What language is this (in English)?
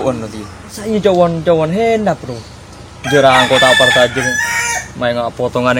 Madurese